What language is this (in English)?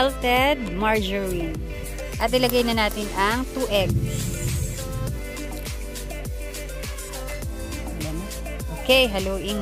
Filipino